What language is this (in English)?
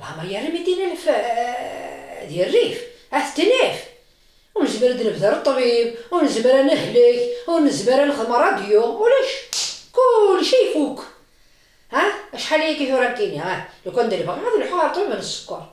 Kabyle